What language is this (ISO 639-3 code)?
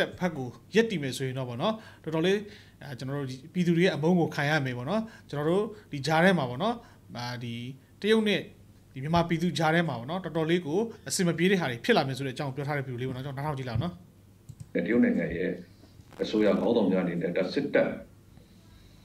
mya